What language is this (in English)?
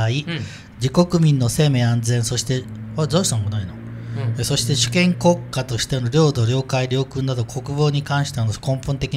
Japanese